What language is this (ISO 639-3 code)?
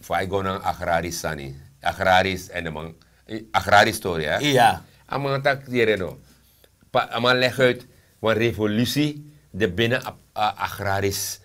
srn